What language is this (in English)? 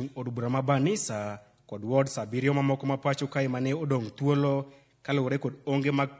Luo (Kenya and Tanzania)